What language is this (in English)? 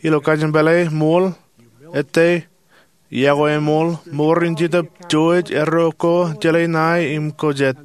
Marshallese